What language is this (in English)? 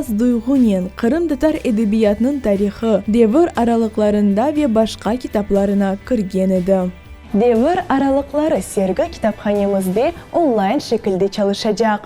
Crimean Tatar